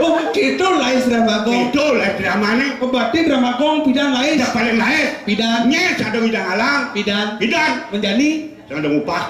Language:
Balinese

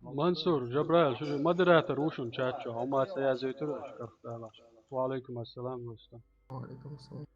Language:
Chechen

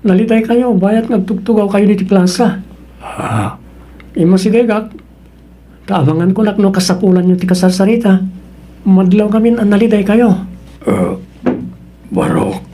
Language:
Iloko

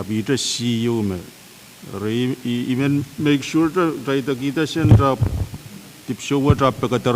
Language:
Pohnpeian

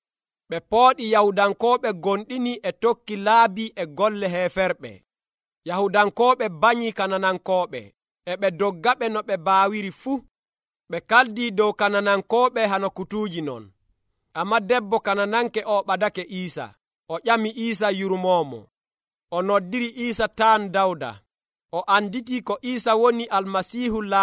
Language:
Nigerian Fulfulde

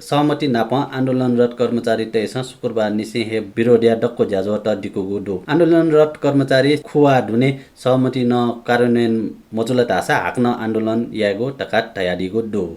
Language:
Newari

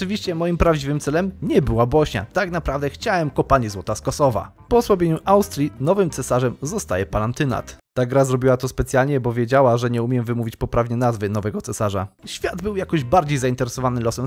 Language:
Polish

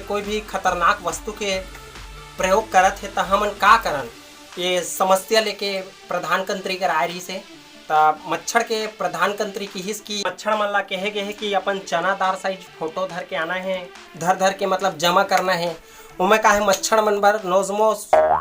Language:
Chhattisgarhi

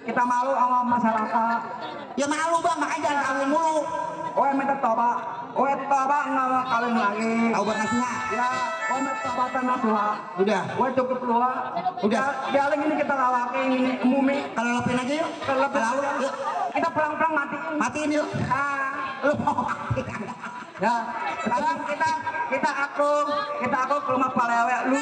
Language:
Betawi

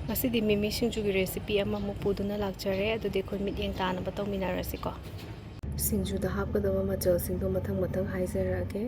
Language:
Manipuri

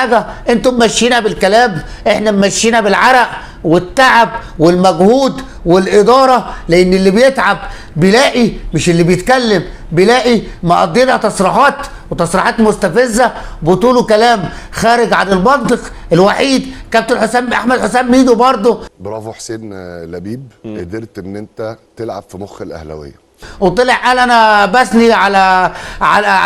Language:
Egyptian Arabic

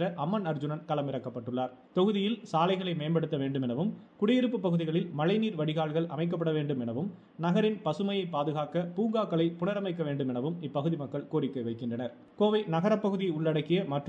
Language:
Tamil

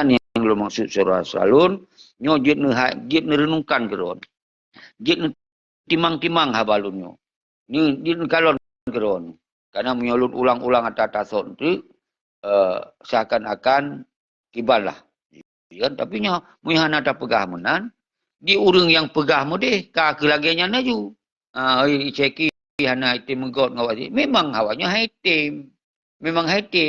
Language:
Achinese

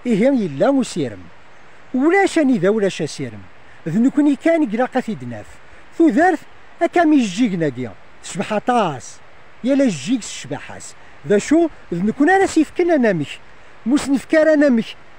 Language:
Kabyle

